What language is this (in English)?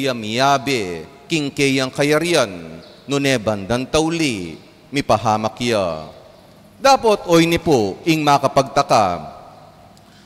Pampanga